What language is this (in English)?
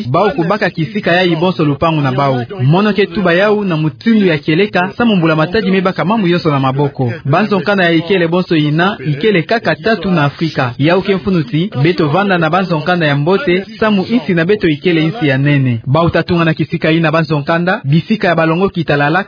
Kituba (Democratic Republic of Congo)